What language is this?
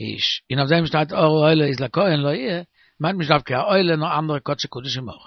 Yiddish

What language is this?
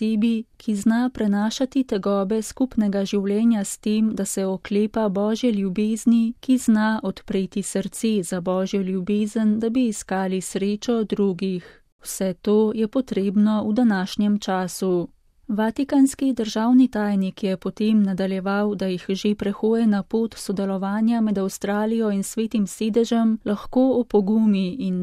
Slovenian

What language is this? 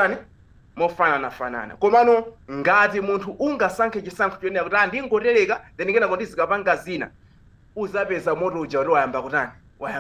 Nyanja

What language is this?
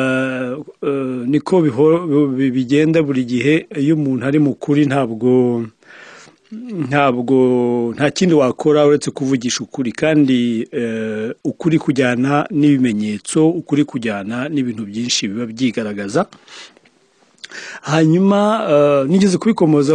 Kinyarwanda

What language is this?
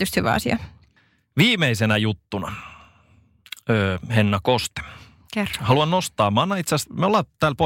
Finnish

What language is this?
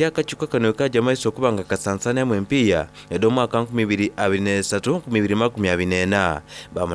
Soga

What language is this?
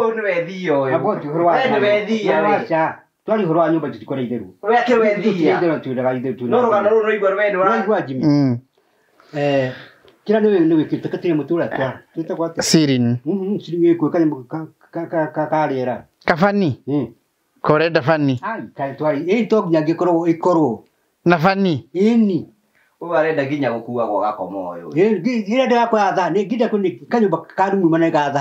Kikuyu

